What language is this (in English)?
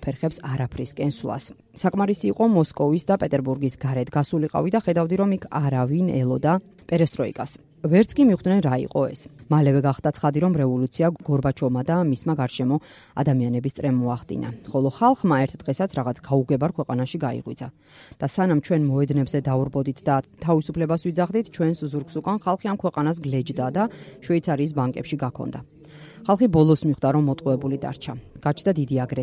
Georgian